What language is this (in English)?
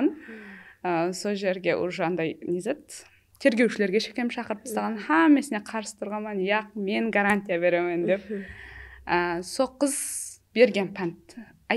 Kara-Kalpak